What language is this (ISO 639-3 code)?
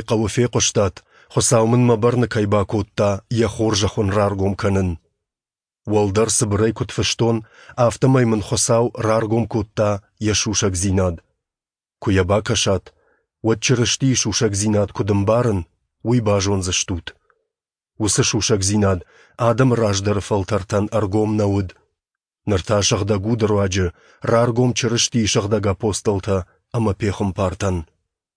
oss